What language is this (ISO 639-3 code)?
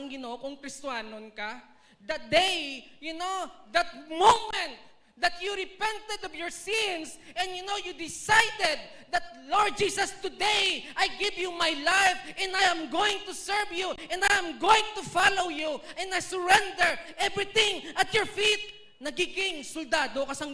hil